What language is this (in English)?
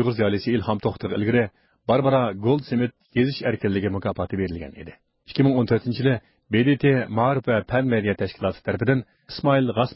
Uyghur